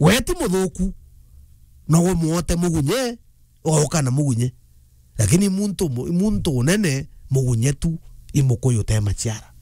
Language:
Meru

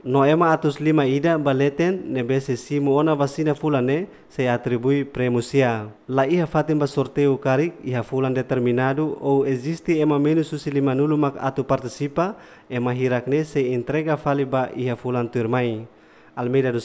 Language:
Tetum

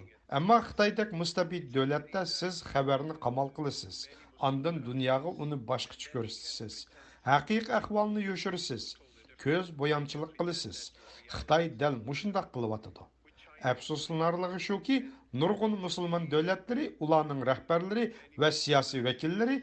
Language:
Uyghur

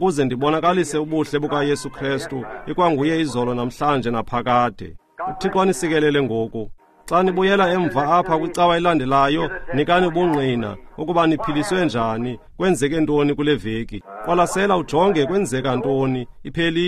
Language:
Xhosa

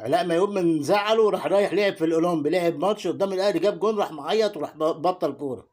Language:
Egyptian Arabic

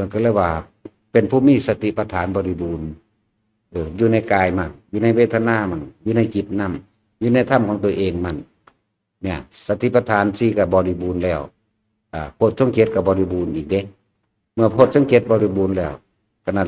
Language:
Northeastern Thai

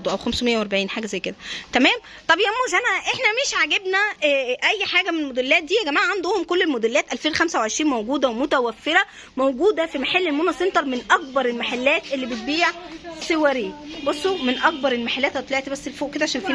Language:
Egyptian Arabic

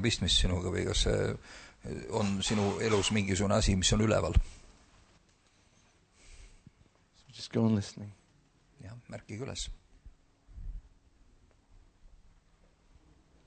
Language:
Estonian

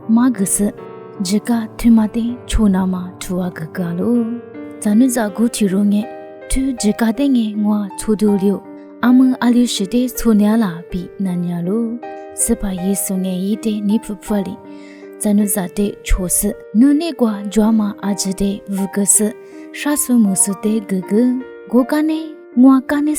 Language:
Lisu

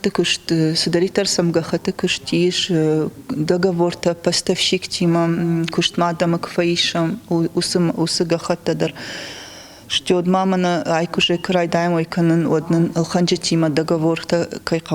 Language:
Ossetic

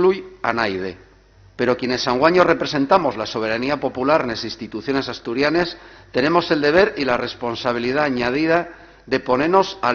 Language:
Asturian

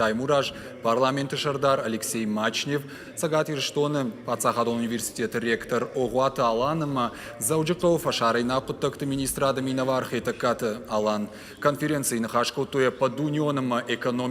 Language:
Ossetic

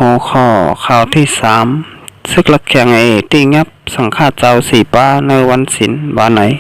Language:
Shan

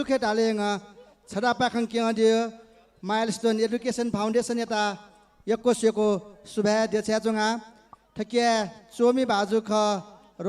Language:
Newari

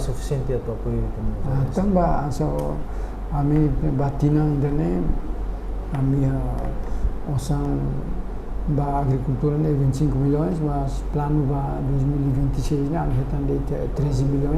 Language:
Tetum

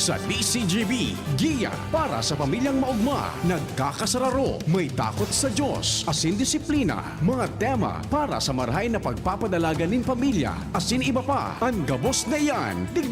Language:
Bikol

